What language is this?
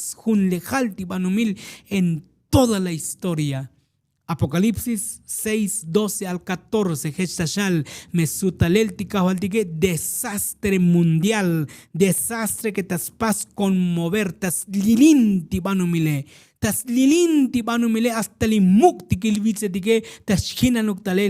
Tzotzil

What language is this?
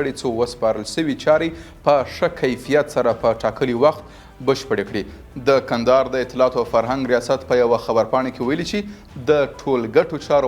Pashto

